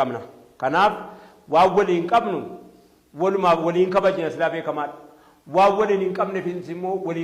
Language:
Oromo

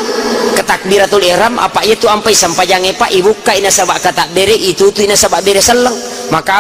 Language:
Buginese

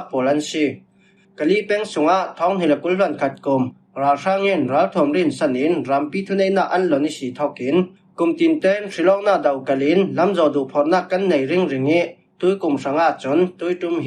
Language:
Falam Chin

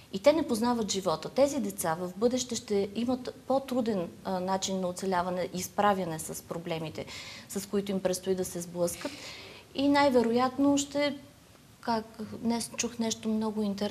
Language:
Bulgarian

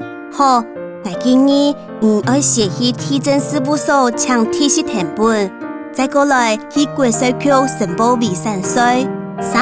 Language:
Hakka Chinese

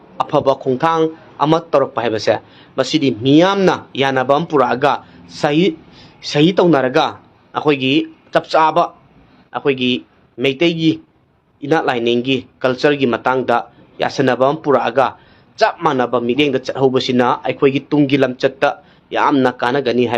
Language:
Manipuri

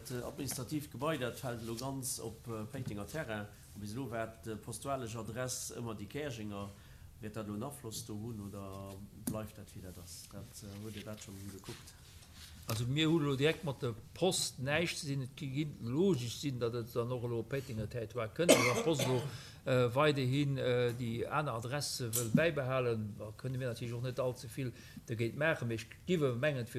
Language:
Luxembourgish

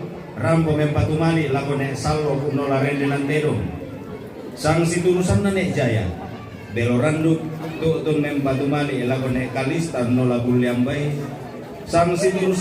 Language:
Toraja-Sa'dan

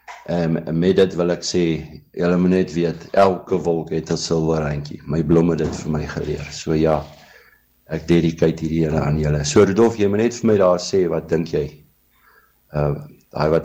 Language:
Afrikaans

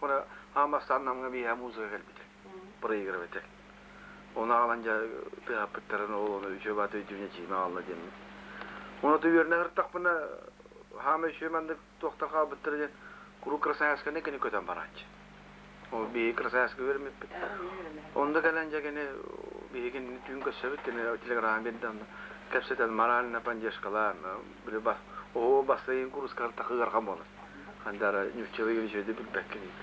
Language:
Yakut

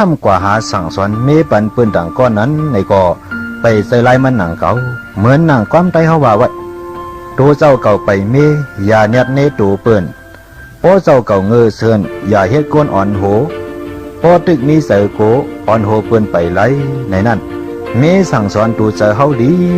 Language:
Shan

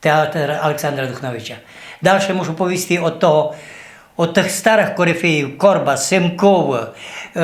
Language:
Rusyn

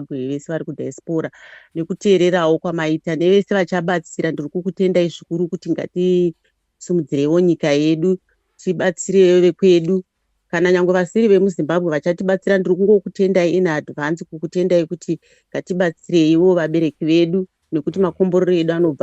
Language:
Shona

